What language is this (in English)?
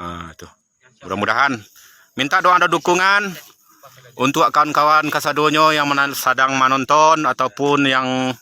Minangkabau